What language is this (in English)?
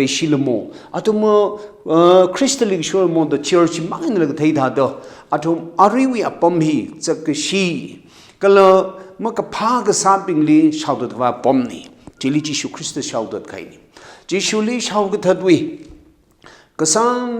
Tangkhul Naga (India)